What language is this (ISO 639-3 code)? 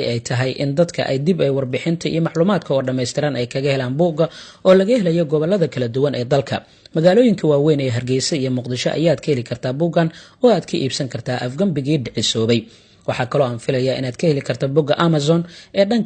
som